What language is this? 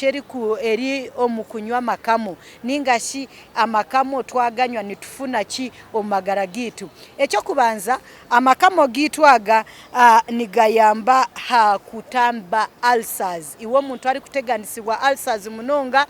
Nyankole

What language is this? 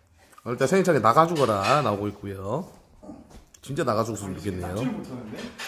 Korean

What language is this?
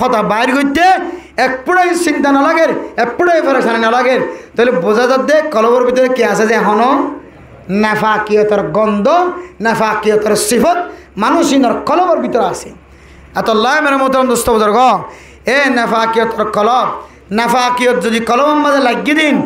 Rohingya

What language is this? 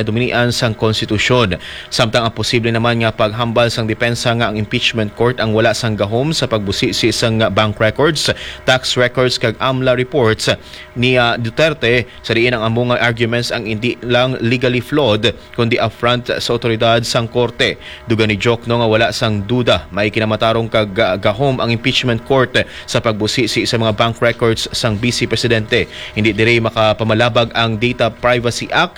Hiligaynon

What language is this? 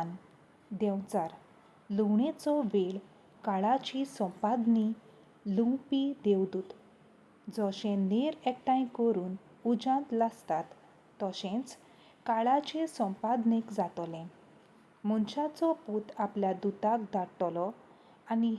Konkani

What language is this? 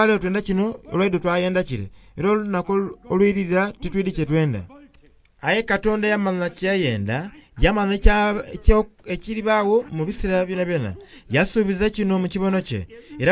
Soga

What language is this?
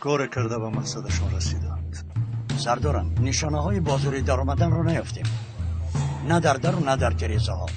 Tajik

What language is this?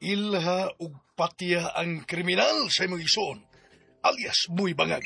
Cebuano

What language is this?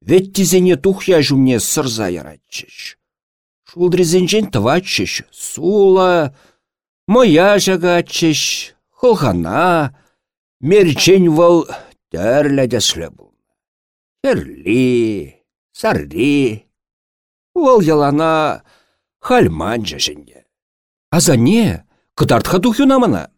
Chuvash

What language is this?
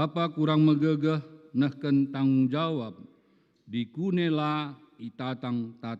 Batak Karo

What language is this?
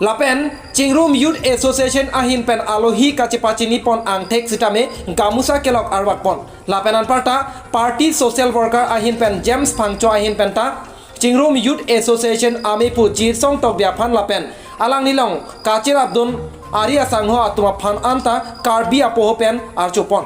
Karbi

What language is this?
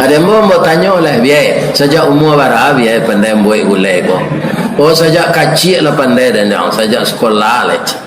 Minangkabau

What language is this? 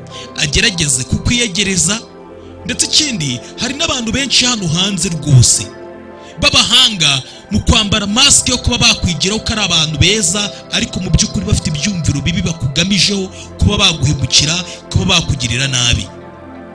Kinyarwanda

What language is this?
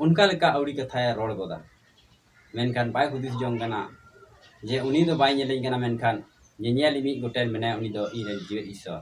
Santali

